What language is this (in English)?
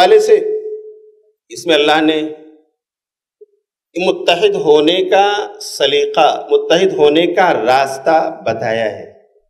Urdu